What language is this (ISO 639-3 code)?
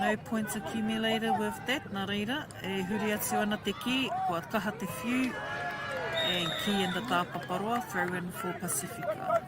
mri